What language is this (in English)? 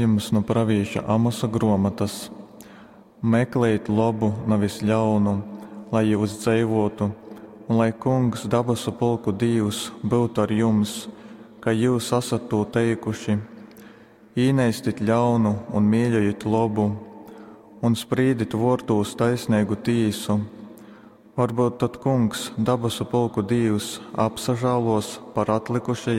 Latgalian